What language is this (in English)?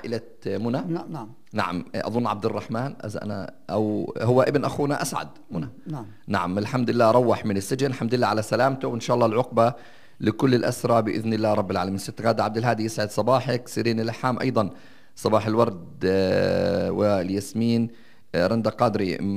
North Levantine Arabic